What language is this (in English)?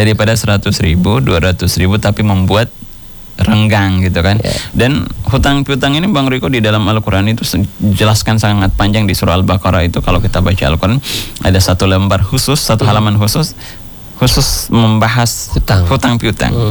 Indonesian